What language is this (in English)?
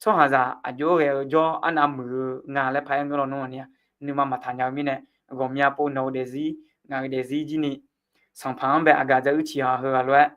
Akha